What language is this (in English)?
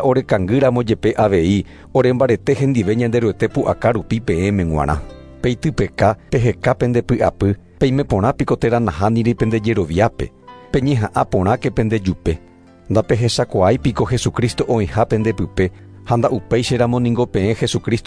Guarani